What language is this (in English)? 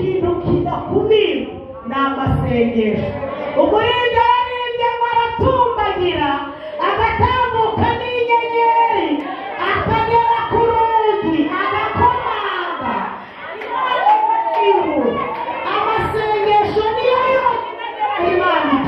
Kinyarwanda